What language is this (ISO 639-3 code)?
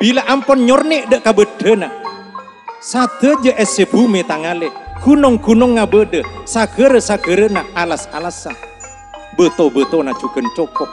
mad